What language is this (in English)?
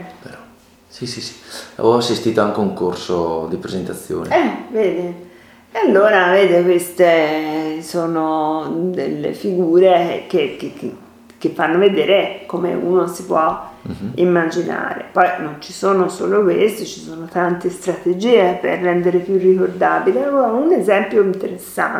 Italian